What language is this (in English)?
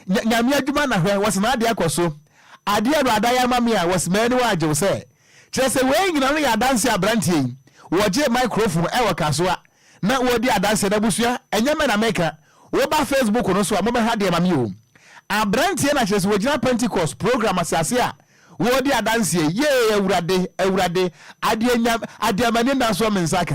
Akan